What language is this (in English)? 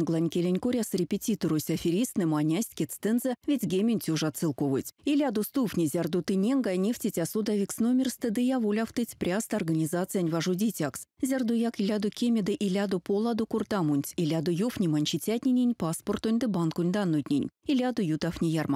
Erzya